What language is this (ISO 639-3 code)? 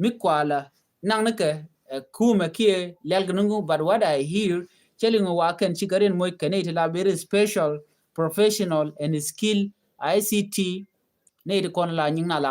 nus